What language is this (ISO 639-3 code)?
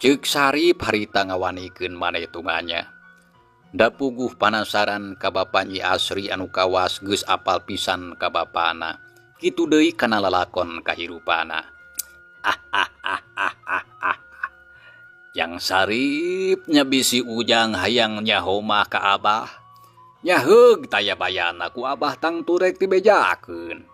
sun